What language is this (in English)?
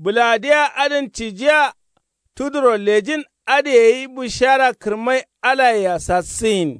Kanuri